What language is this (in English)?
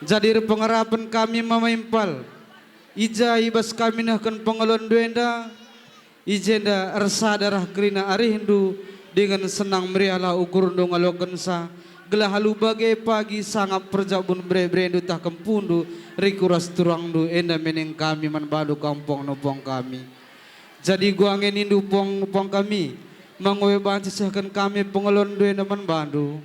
Batak Karo